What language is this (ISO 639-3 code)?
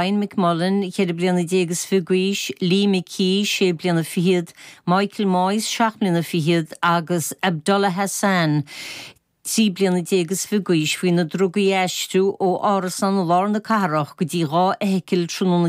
gle